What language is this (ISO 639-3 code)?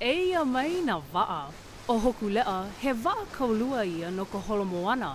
haw